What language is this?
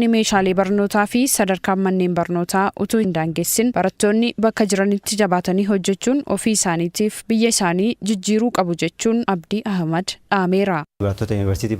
Oromo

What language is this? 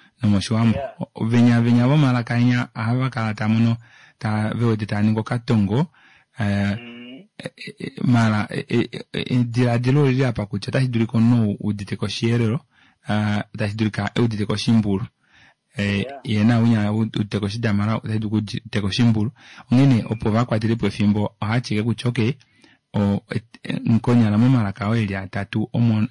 Kuanyama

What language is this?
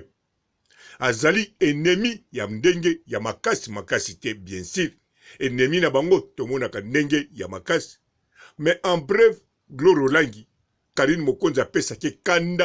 Lingala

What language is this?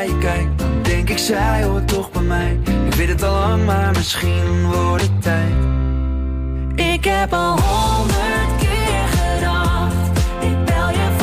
Dutch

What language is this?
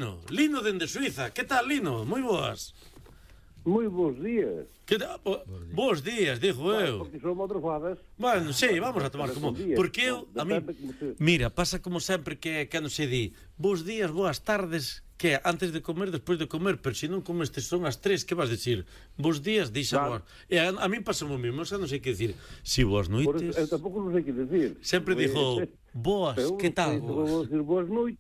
Galician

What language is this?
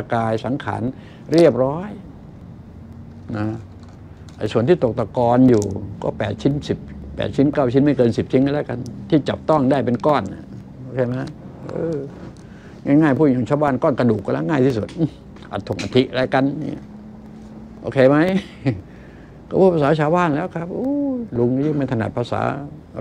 Thai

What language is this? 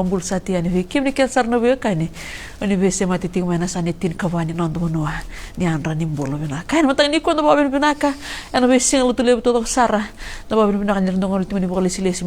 Fijian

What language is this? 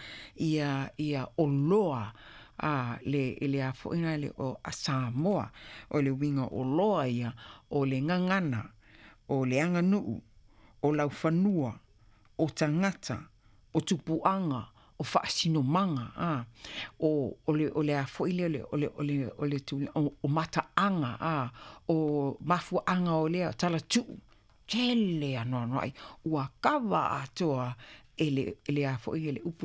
Samoan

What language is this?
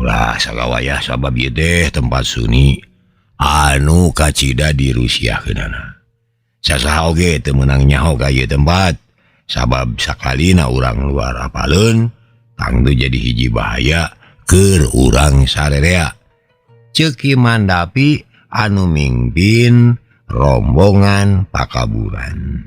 Sundanese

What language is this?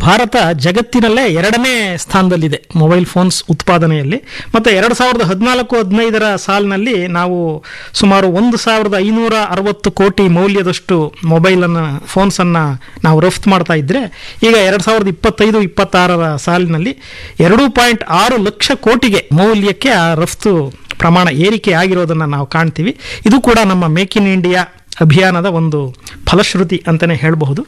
Kannada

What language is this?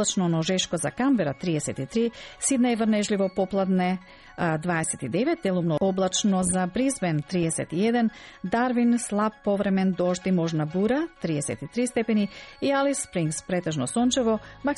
Macedonian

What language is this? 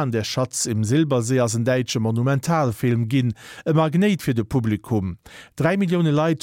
Luxembourgish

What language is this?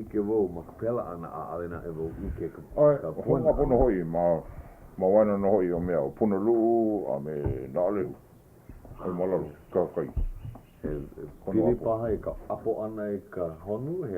Hawaiian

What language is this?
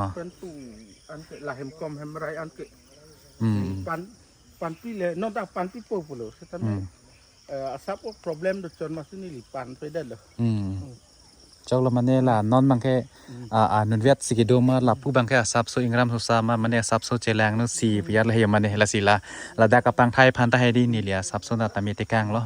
Karbi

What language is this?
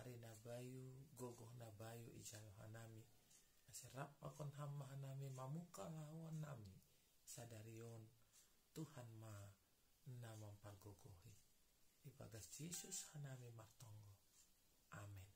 Batak Simalungun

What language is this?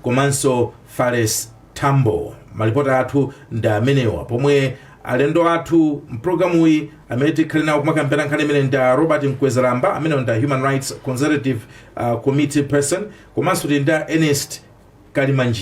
Nyanja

